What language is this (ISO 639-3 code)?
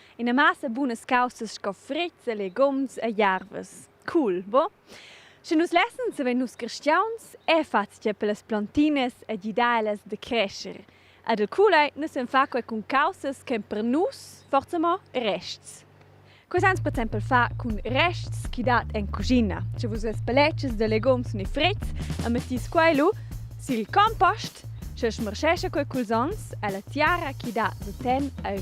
roh